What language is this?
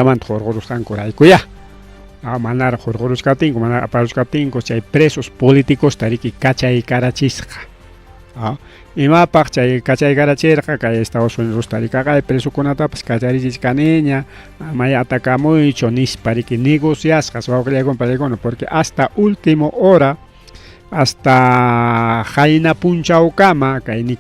Ayacucho Quechua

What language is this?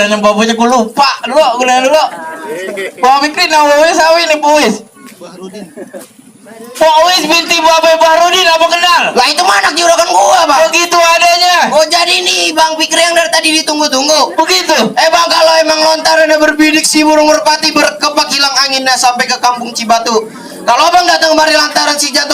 Betawi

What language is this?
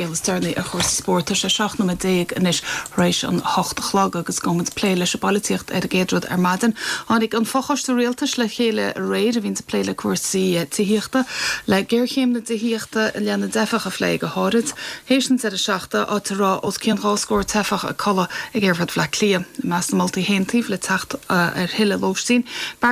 Irish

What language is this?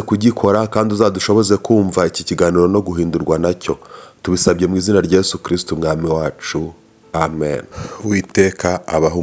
Kinyarwanda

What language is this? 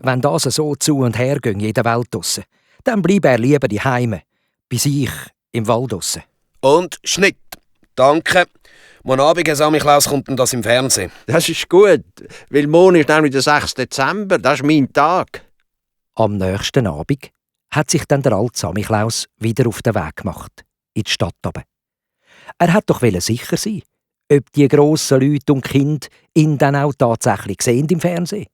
Swiss German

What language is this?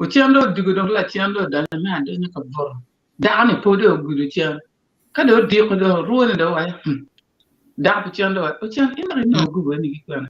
Acoli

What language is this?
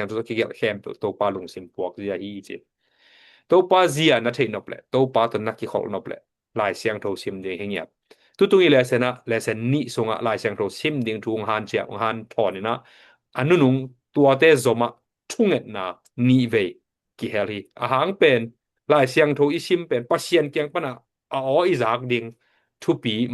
Tedim Chin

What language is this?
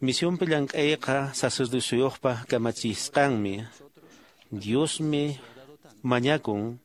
Quechua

